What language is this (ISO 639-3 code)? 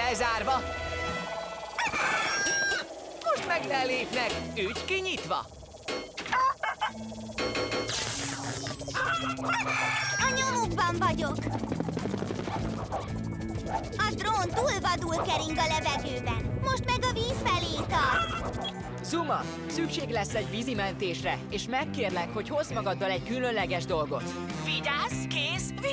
hun